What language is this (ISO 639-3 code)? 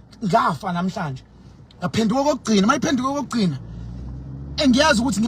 zul